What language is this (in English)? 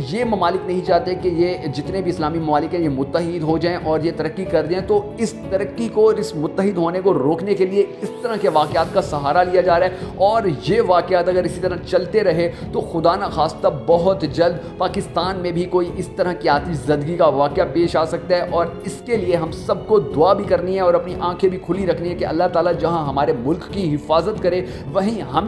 Urdu